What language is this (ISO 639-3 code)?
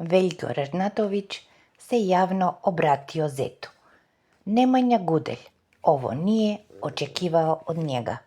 srp